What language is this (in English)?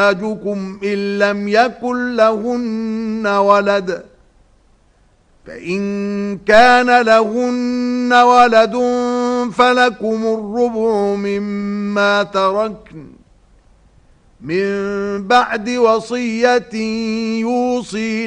Arabic